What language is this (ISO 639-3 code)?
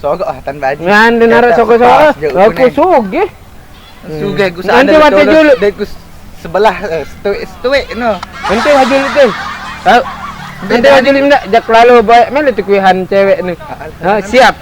sas